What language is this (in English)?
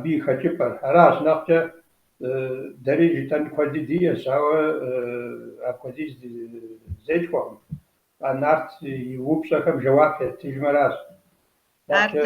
Kabardian